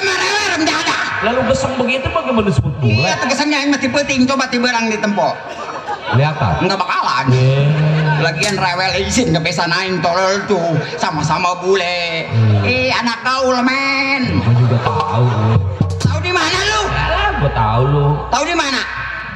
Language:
Betawi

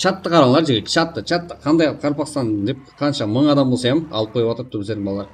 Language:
Kara-Kalpak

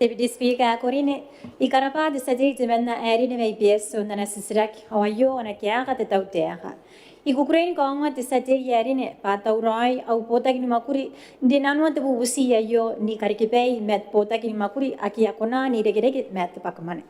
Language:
Gilbertese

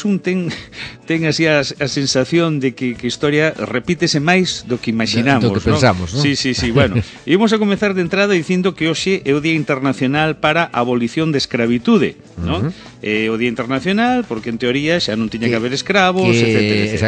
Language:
Galician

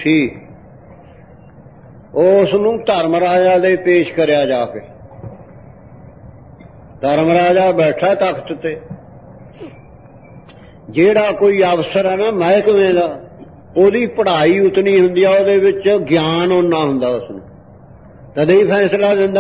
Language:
Punjabi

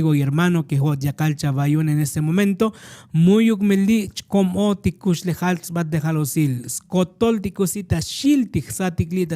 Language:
Tzotzil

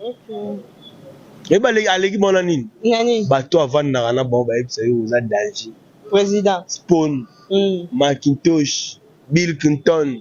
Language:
Lingala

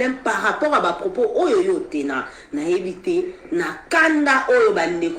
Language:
Lingala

